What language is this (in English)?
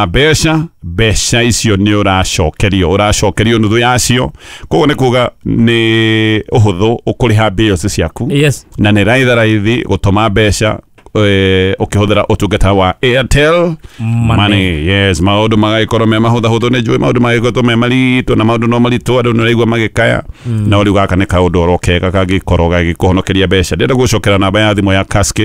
Kikuyu